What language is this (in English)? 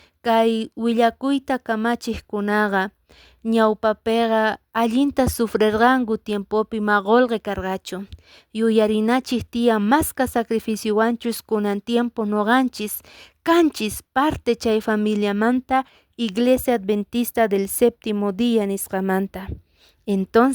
Quechua